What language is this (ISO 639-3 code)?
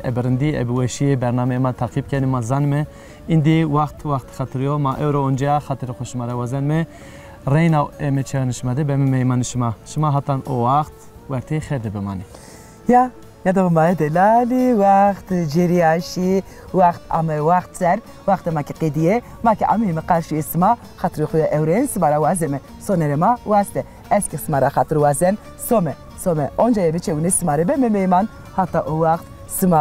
zza